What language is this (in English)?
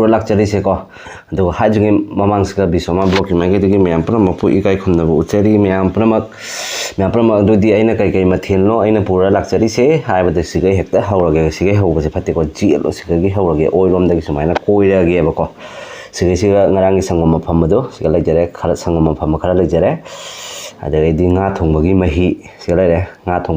Manipuri